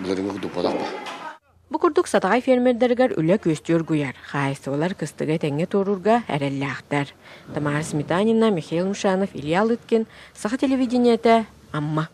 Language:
Yakut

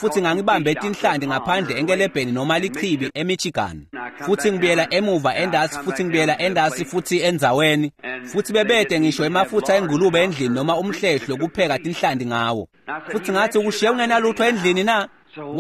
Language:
Swati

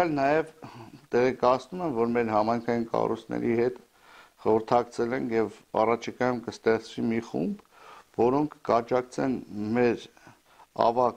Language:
Armenian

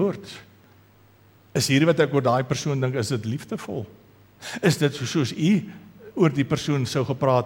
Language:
Afrikaans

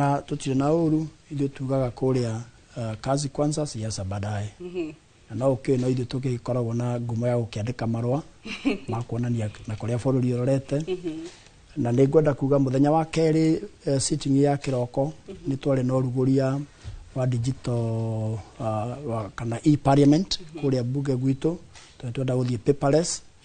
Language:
Kikuyu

